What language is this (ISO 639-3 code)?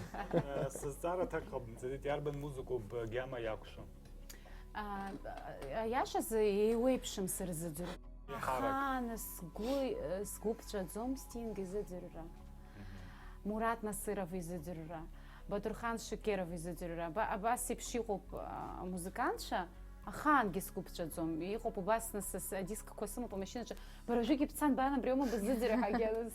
abk